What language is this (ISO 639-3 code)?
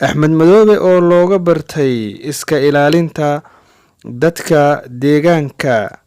som